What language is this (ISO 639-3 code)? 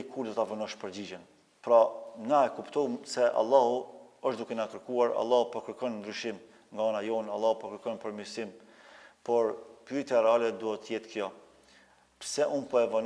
sqi